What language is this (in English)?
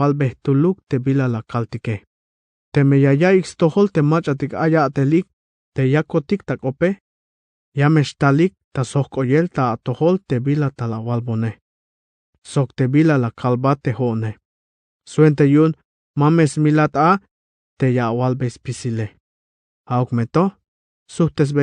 Tzeltal